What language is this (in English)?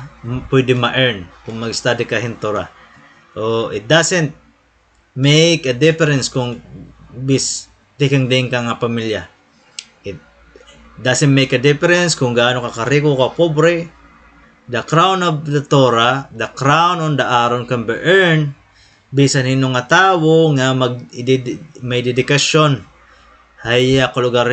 Waray